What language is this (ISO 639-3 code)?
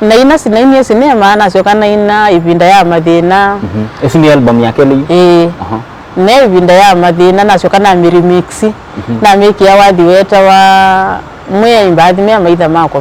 kam